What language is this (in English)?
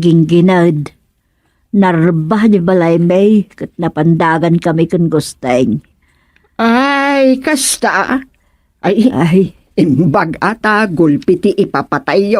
Iloko